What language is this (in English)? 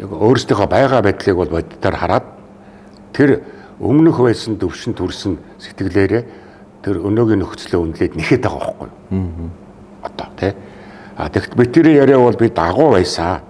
Mongolian